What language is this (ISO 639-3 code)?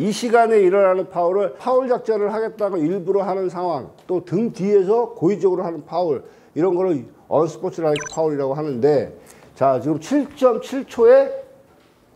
kor